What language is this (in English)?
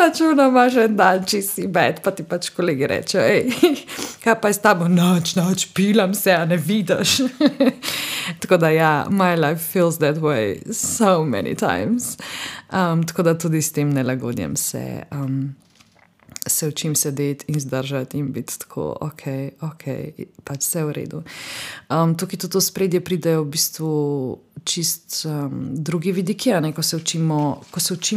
Slovenian